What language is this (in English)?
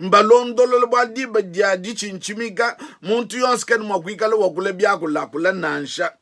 Luba-Lulua